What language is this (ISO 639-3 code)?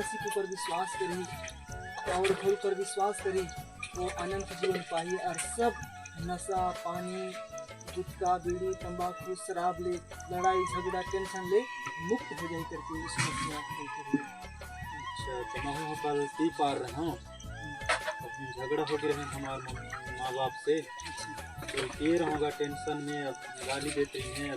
hne